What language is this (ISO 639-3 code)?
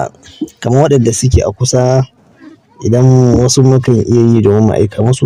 hau